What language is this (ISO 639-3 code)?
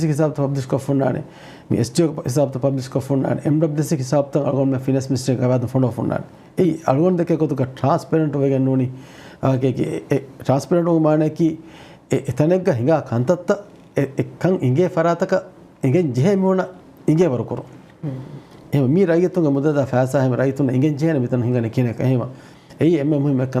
div